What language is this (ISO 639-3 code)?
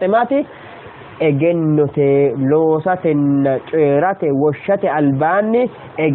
sid